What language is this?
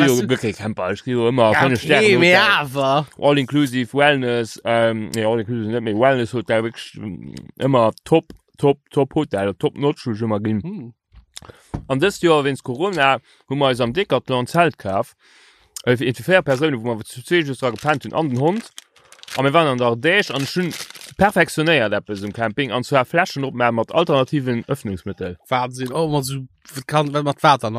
Luxembourgish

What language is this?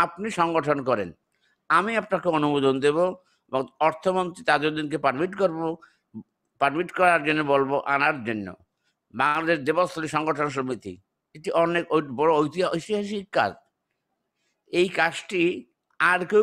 Bangla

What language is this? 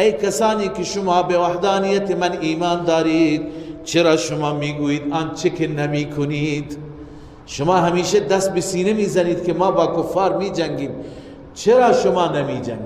Persian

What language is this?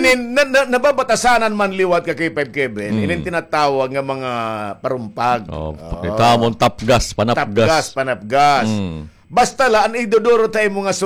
Waray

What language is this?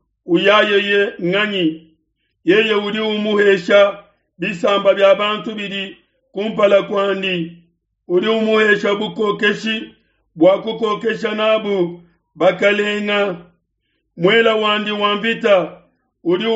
Luba-Lulua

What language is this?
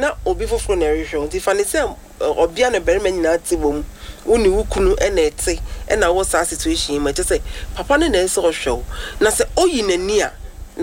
Akan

